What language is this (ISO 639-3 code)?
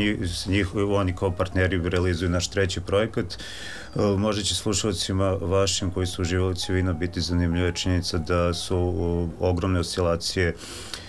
srp